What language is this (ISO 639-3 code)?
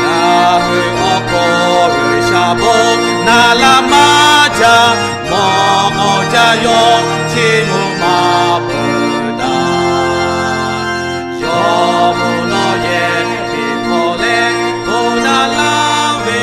lhu